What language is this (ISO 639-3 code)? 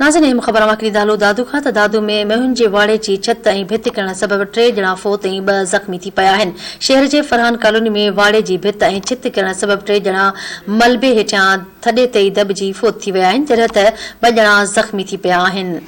snd